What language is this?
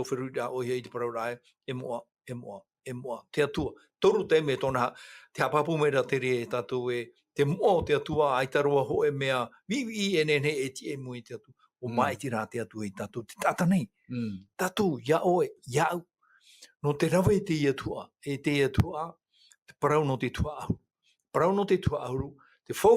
Tahitian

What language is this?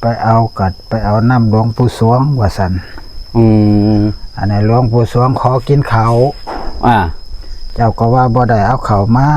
Northeastern Thai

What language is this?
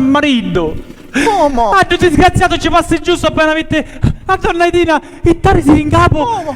Sicilian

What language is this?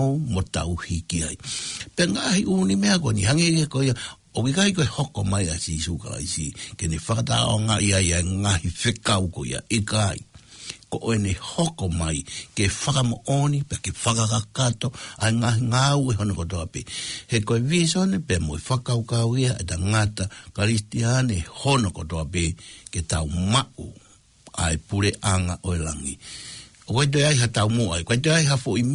Tongan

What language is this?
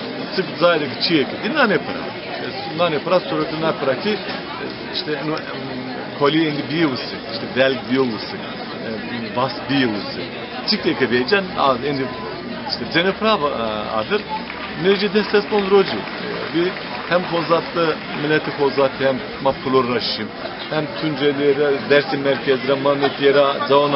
Zaza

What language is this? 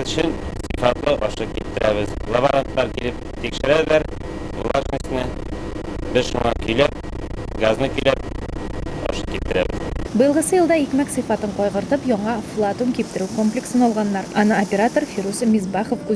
Tatar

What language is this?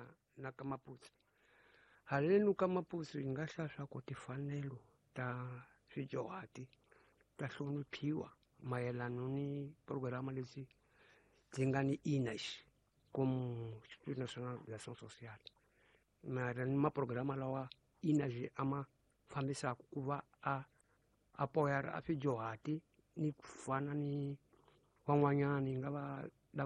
Tsonga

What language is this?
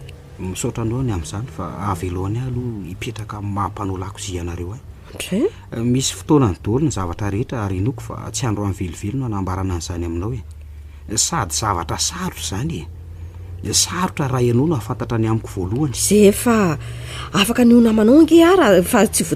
Malagasy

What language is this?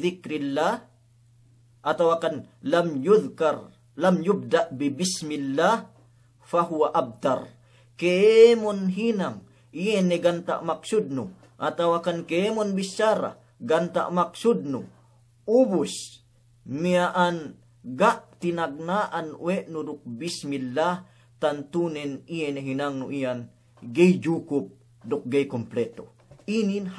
Yakan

